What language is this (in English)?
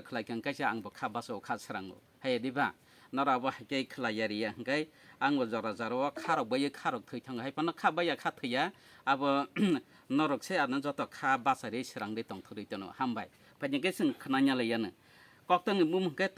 Kok Borok